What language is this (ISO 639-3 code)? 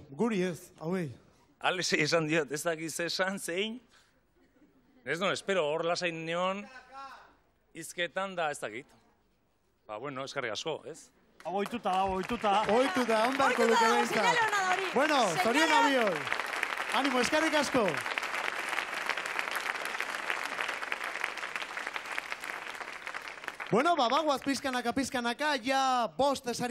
eus